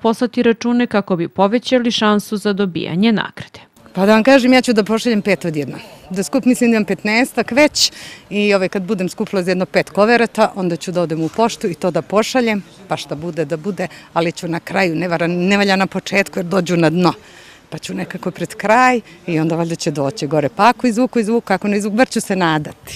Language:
Serbian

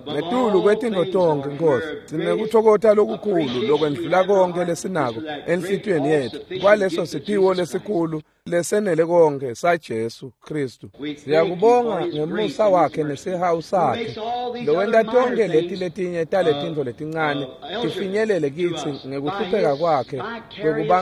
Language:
Swati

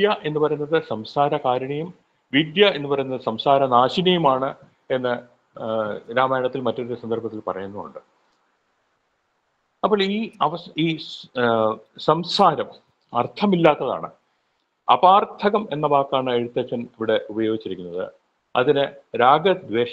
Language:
Malayalam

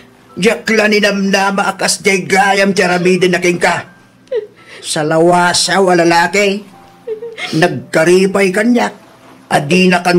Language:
Iloko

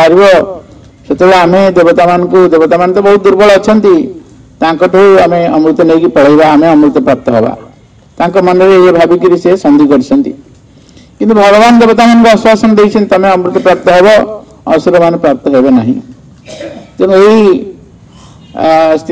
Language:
Odia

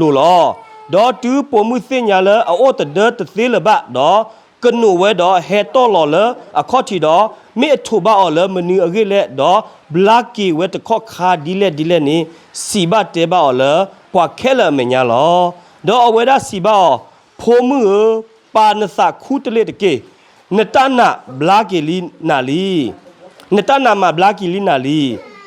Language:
S'gaw Karen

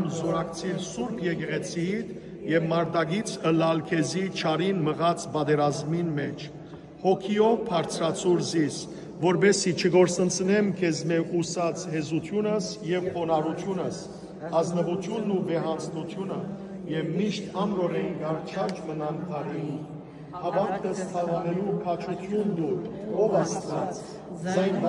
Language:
Western Armenian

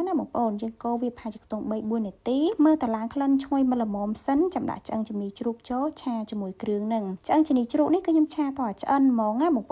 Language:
Khmer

